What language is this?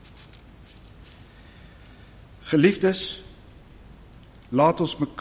Afrikaans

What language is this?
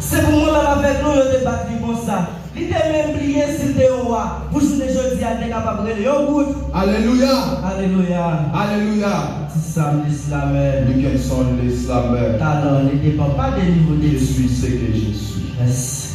Haitian Creole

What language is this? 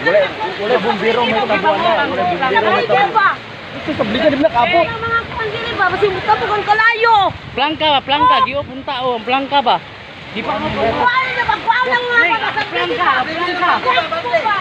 Cebuano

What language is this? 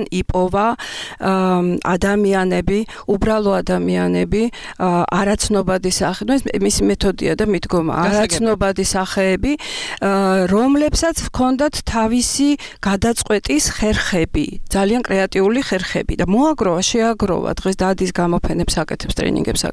Georgian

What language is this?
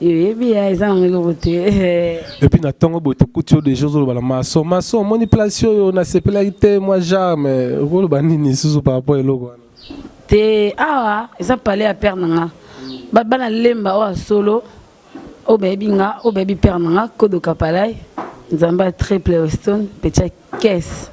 Lingala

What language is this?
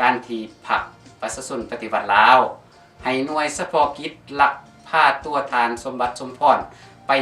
Lao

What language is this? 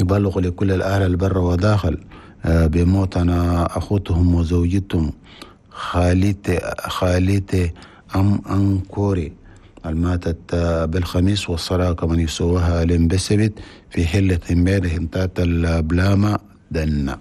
Chadian Arabic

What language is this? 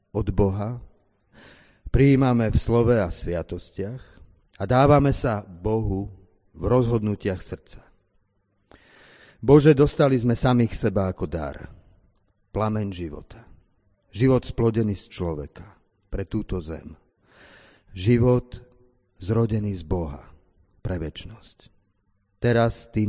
Slovak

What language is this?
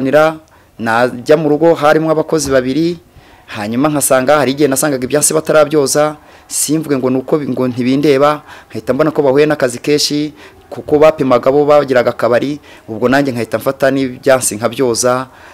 Kinyarwanda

